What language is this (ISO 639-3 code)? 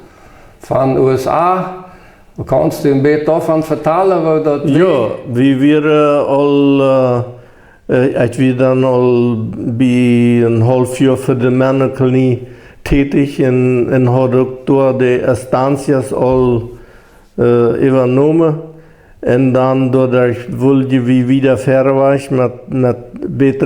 pdt